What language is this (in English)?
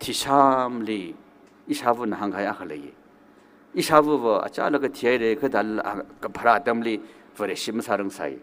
Tangkhul Naga (India)